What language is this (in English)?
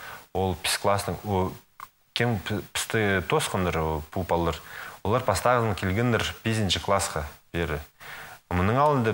Khakas